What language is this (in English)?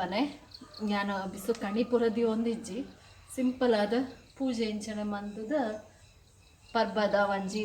Tulu